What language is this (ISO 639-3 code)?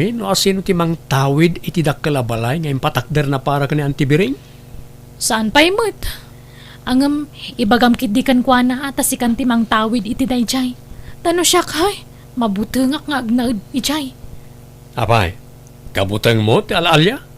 ilo